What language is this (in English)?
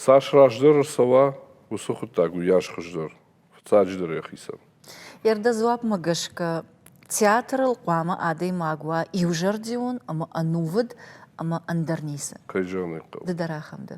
Ossetic